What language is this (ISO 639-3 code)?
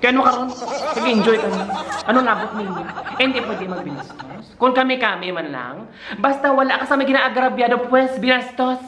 hil